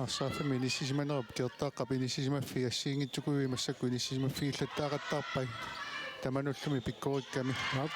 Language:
Kalaallisut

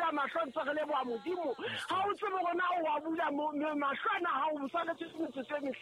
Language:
Southern Sotho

